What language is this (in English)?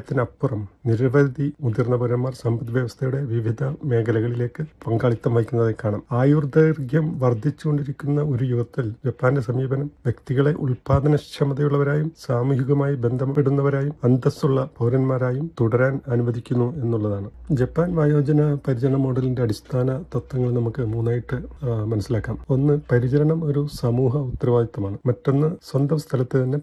Malayalam